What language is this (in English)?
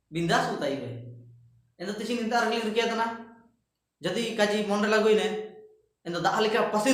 Ho